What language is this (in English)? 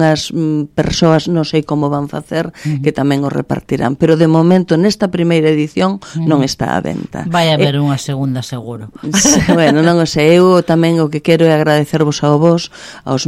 Galician